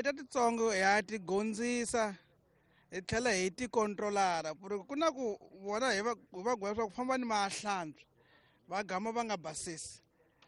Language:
Tsonga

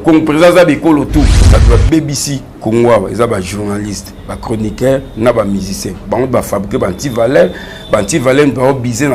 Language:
Lingala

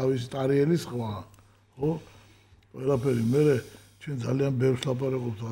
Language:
Georgian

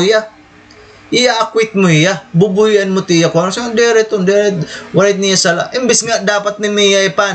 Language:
Waray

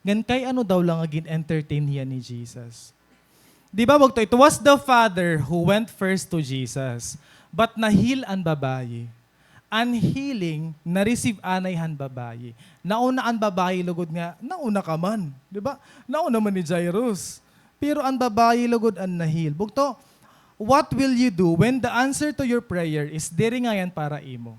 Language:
Waray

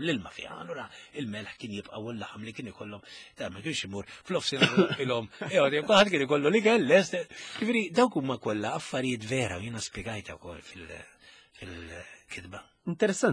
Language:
Maltese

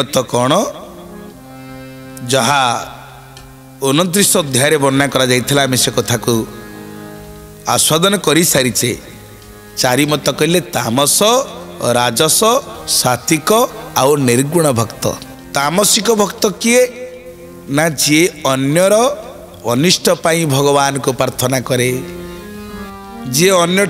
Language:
Odia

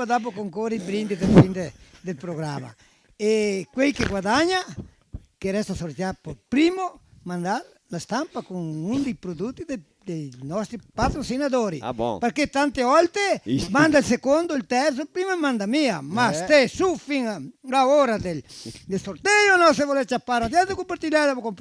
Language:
Venetian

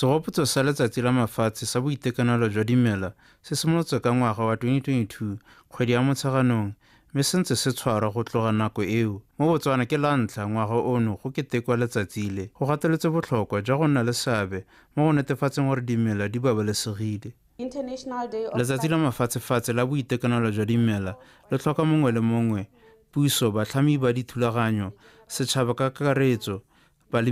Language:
Tswana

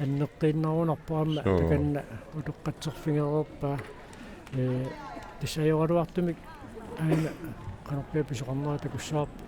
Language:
Kalaallisut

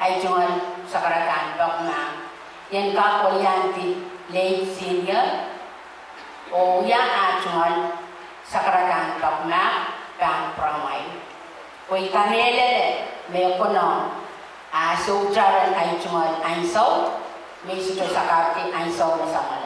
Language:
Pohnpeian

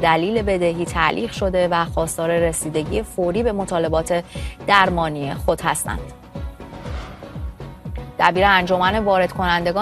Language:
Persian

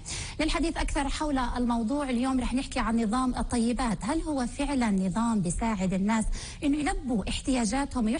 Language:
North Levantine Arabic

